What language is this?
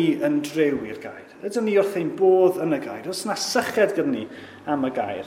Welsh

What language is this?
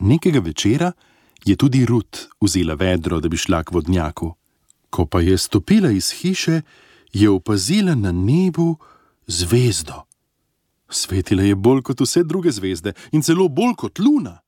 Slovenian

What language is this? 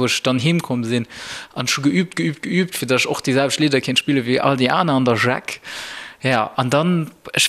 Luxembourgish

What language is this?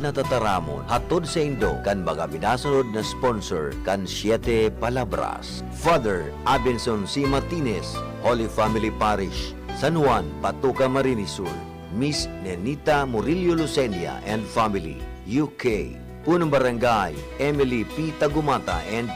Bikol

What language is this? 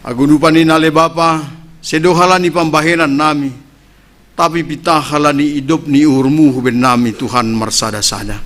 Batak Simalungun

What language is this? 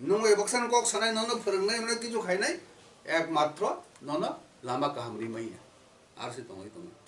Kok Borok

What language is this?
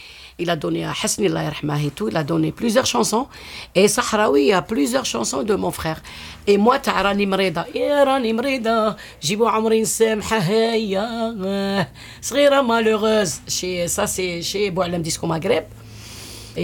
French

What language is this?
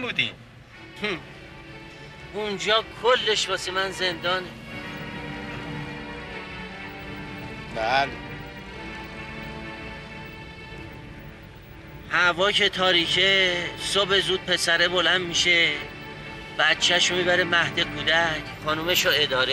Persian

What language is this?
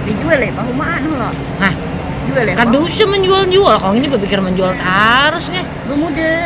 Banjar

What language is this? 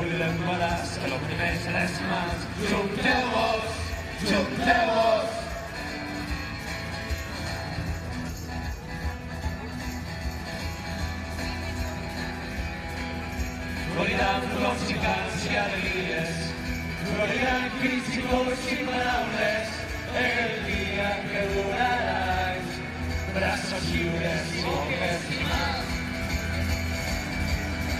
Catalan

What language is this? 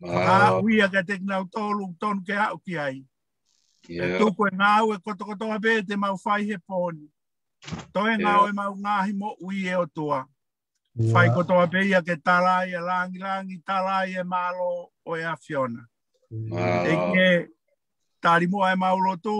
Tongan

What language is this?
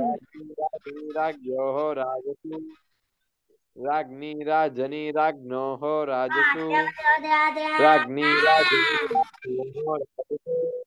Sanskrit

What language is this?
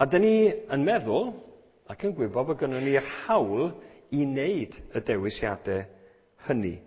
Welsh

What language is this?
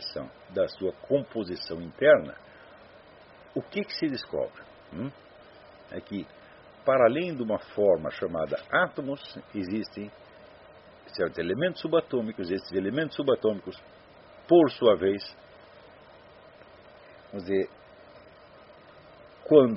Portuguese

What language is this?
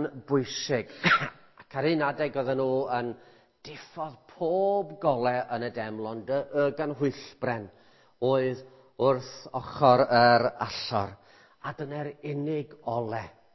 Welsh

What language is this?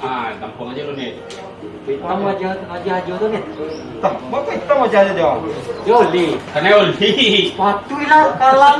Minangkabau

